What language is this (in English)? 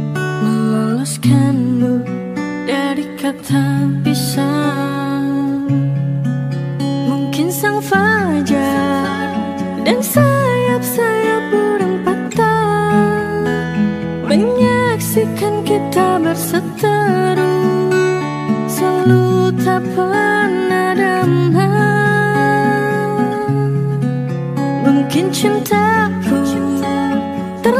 Indonesian